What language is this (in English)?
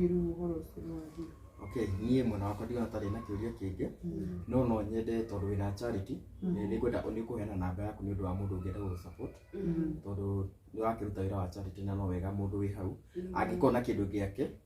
Kikuyu